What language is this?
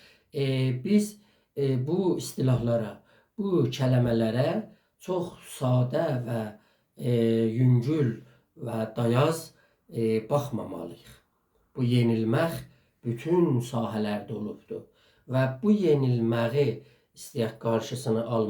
South Azerbaijani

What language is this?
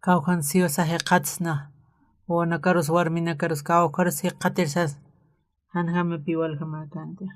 Aymara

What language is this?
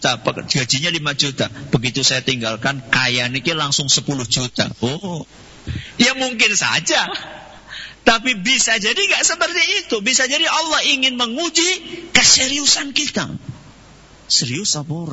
Indonesian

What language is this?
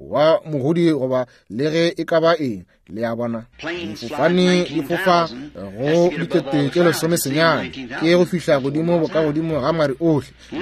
Northern Sotho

